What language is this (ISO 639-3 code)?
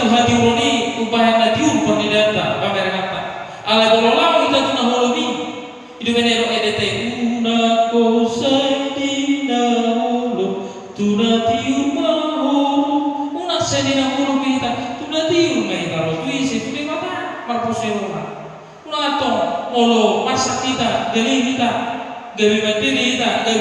bbc